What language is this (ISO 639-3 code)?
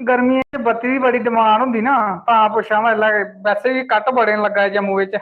doi